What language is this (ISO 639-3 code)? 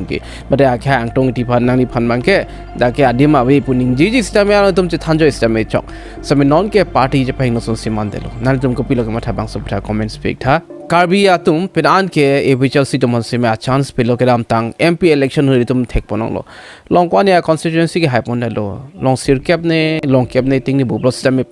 mjw